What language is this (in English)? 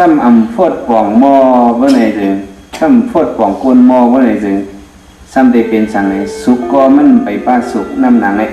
Shan